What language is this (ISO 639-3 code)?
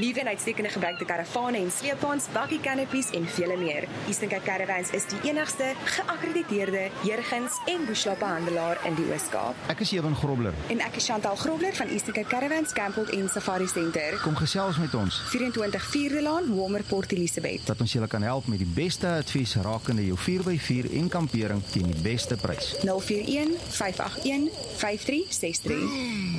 afr